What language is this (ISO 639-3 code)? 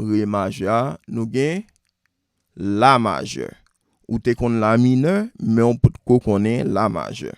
hat